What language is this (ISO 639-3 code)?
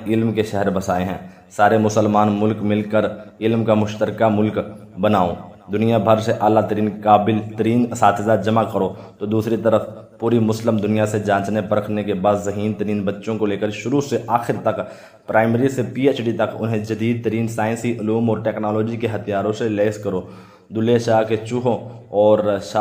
urd